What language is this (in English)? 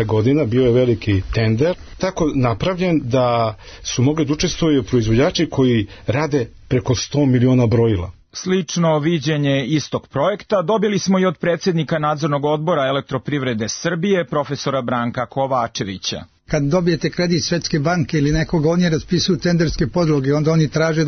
Serbian